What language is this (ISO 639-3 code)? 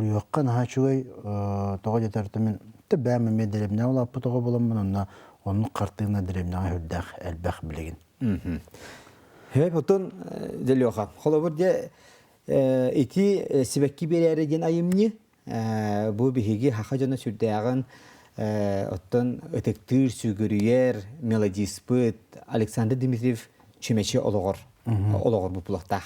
sah